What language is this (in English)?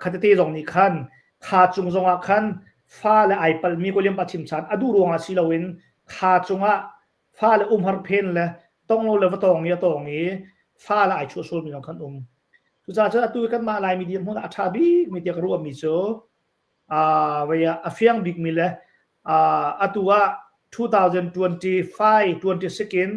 Hakha Chin